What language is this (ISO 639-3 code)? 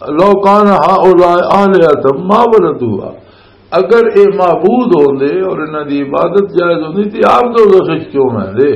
lah